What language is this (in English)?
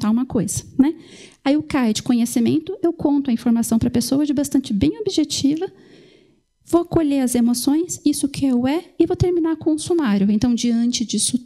Portuguese